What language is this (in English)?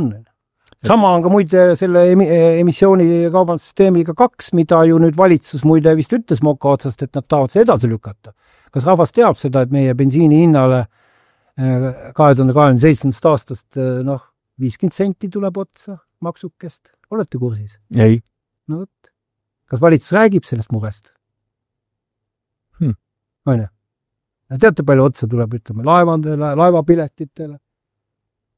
Estonian